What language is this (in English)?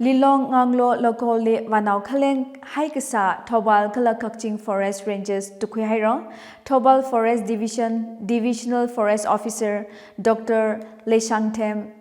Tangkhul Naga (India)